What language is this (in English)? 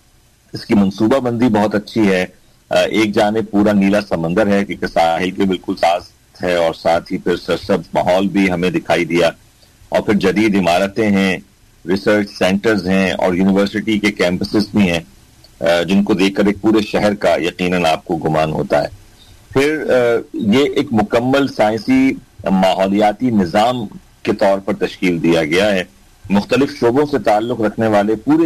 Urdu